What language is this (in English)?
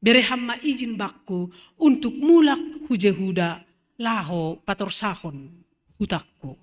Batak Simalungun